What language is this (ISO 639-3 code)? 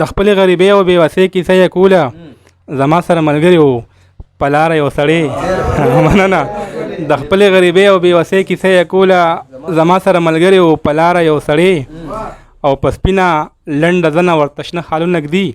pus